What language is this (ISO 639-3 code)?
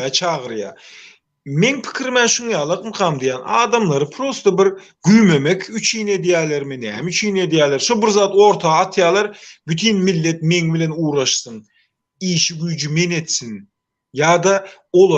tuk